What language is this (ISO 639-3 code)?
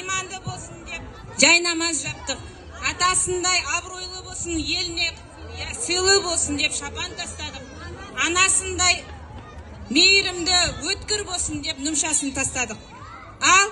kaz